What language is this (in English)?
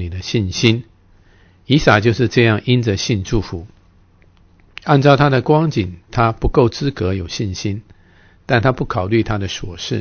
Chinese